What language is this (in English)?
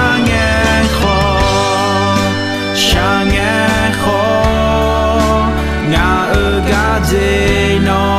Akha